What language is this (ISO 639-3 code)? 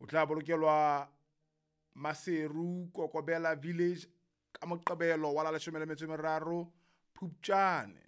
sot